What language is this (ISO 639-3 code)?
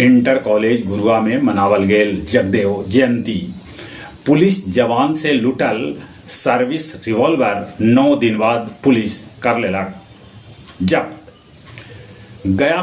mag